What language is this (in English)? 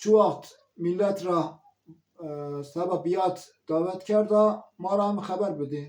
Zaza